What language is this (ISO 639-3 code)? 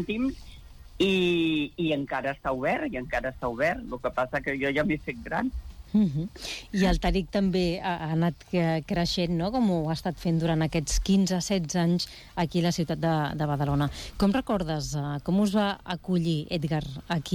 cat